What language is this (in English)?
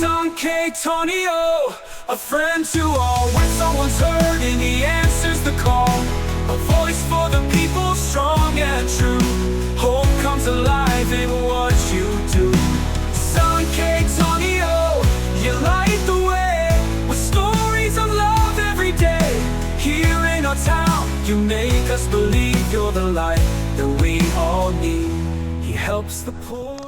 Waray